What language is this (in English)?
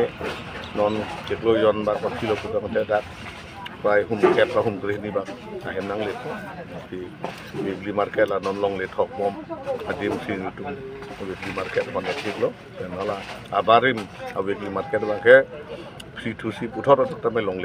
Karbi